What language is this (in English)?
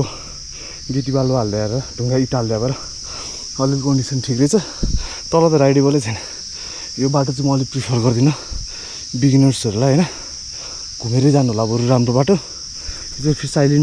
Nepali